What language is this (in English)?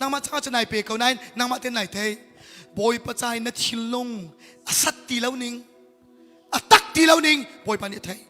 Hakha Chin